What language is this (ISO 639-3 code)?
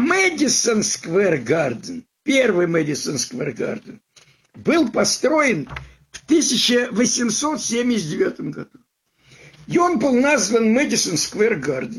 rus